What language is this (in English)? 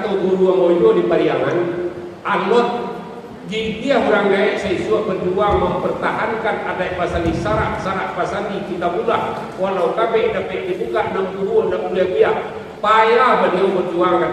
Minangkabau